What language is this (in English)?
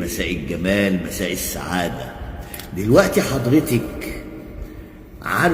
Egyptian Arabic